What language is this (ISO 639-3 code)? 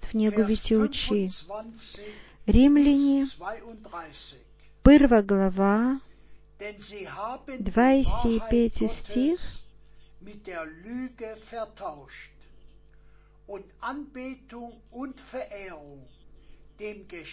bul